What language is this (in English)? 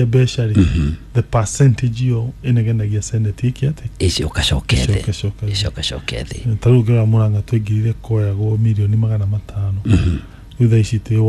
Kikuyu